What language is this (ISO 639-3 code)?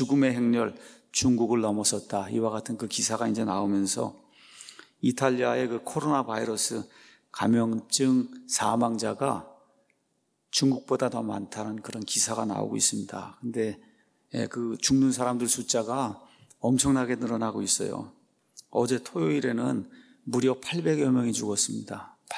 kor